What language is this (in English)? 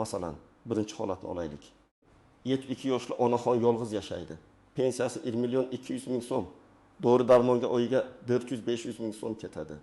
Uzbek